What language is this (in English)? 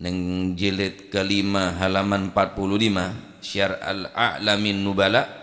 Madurese